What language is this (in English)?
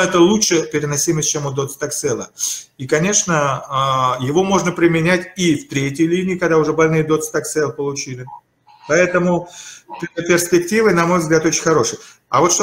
Russian